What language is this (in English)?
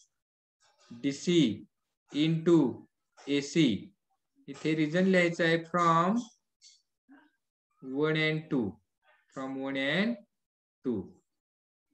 Marathi